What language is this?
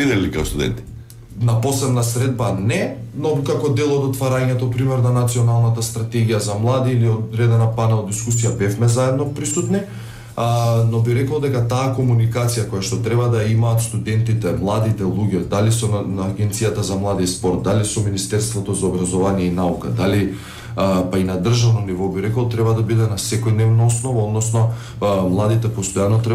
Macedonian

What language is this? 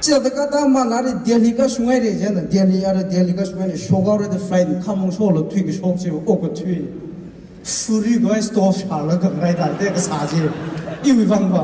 Tangkhul Naga (India)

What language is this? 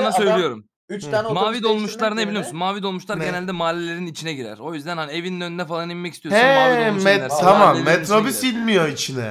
Turkish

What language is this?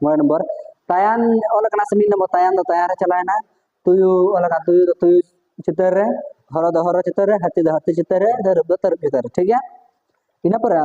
Santali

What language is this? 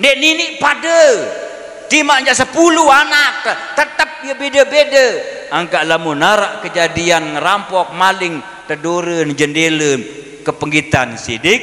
Sasak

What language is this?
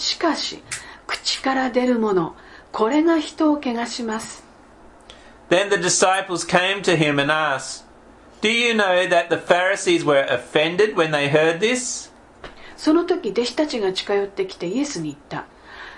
Japanese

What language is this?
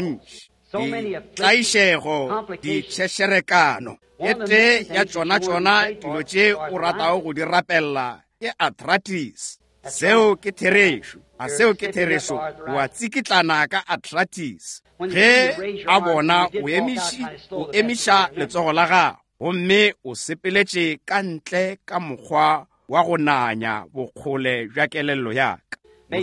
Northern Sotho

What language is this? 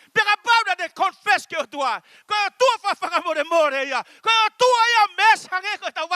Tongan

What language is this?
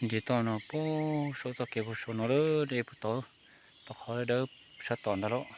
Hmong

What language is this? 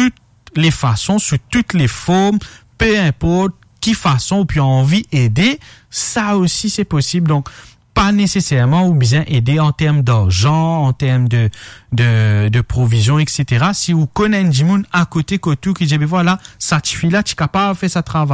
Morisyen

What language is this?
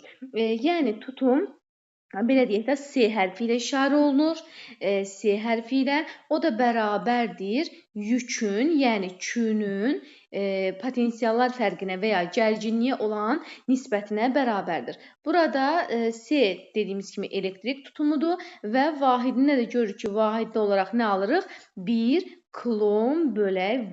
Azerbaijani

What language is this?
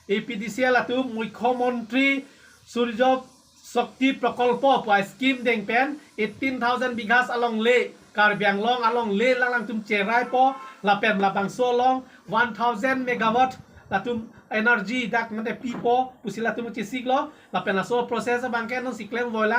Karbi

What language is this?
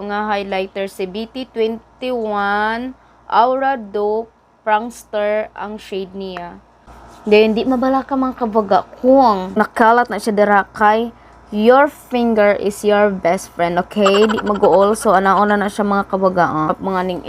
Cebuano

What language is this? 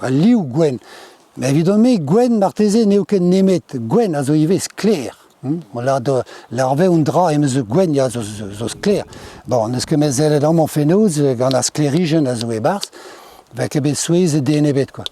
Breton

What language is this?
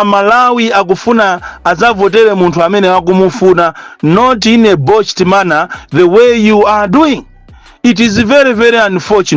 Nyanja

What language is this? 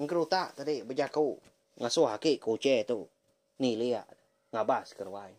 Iban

